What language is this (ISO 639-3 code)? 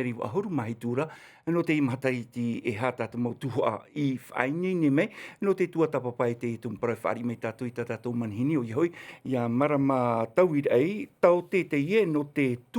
tah